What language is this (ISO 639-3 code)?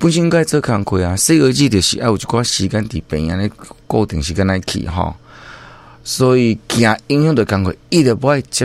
nan